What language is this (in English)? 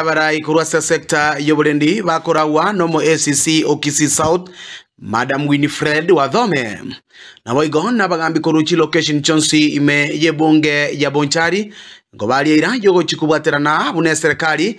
Gusii